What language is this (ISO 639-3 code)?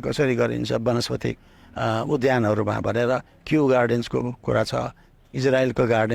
nep